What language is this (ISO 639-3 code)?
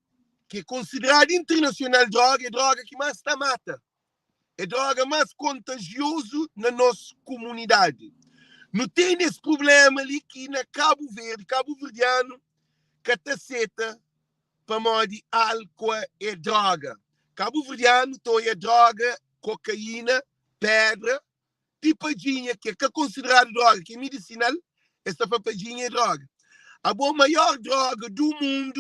kea